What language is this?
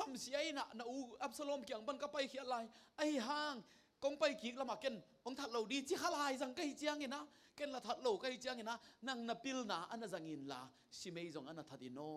Tedim Chin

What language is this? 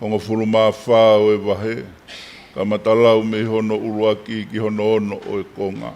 Tongan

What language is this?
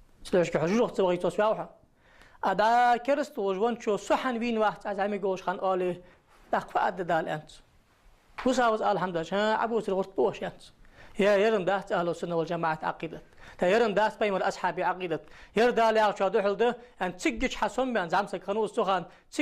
Ingush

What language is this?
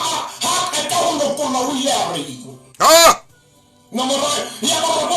Southern Sotho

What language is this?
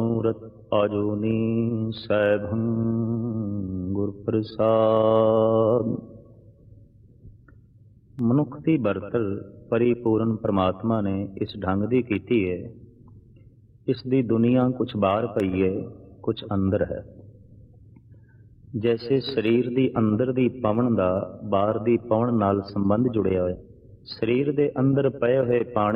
Punjabi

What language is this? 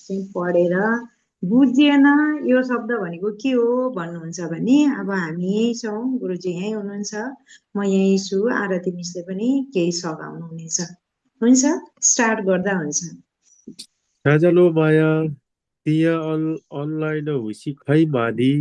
Nepali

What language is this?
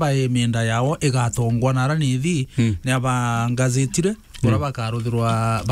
Meru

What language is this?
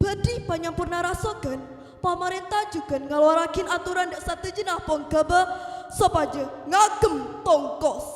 Madurese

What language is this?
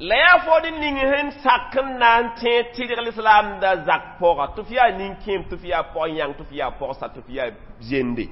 Mossi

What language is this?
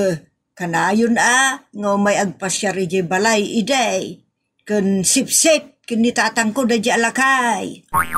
Iloko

